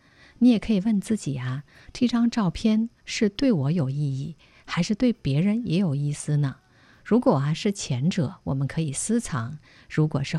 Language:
Chinese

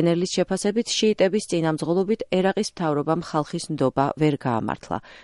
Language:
Georgian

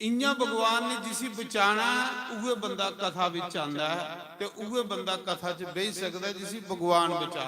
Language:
Dogri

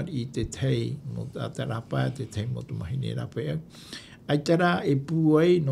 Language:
Tahitian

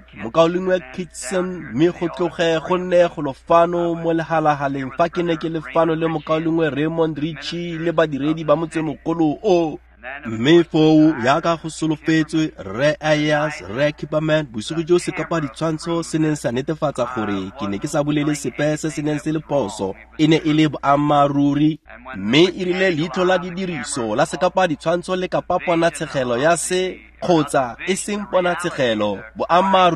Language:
Tswana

